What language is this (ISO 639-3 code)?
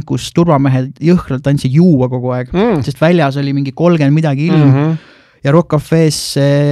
est